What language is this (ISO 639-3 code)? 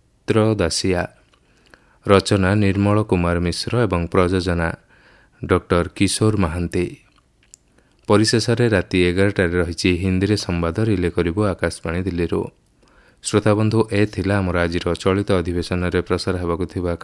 ori